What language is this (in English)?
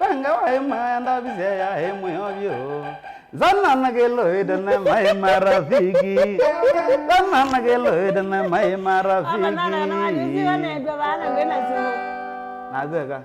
Kamba